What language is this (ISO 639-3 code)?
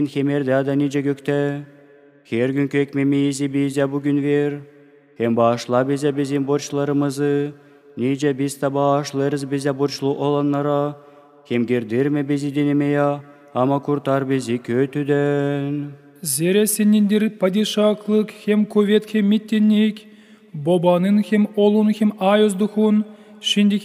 gag